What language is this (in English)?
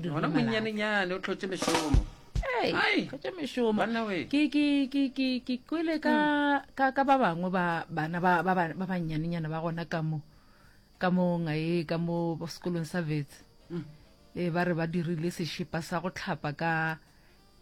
Northern Sotho